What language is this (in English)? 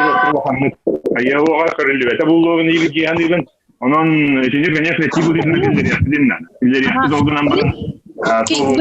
Yakut